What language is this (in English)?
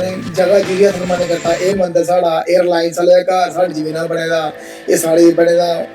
Dogri